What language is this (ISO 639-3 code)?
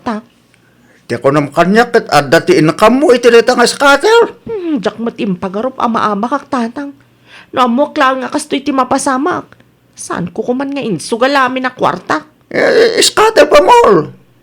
ilo